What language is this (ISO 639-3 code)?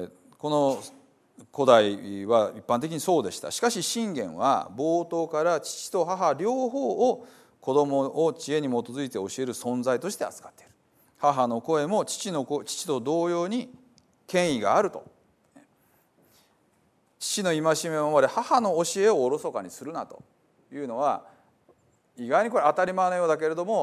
jpn